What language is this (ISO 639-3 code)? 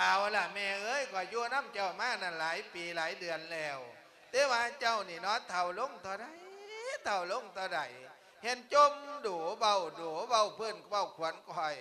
lao